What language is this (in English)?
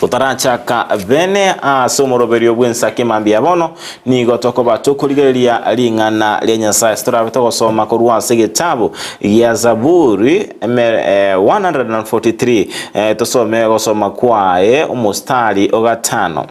Gusii